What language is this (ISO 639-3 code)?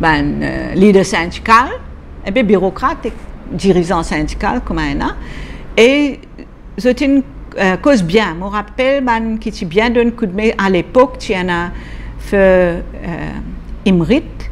mfe